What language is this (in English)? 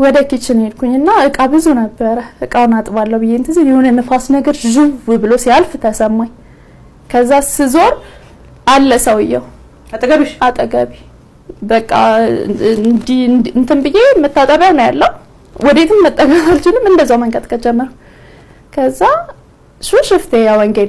Amharic